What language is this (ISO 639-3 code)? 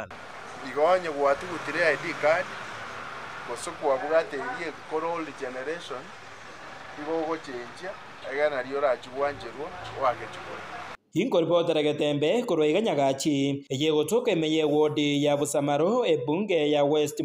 guz